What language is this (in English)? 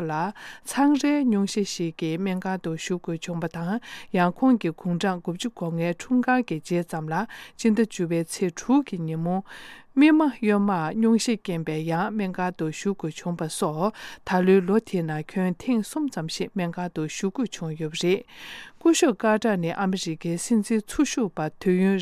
Tibetan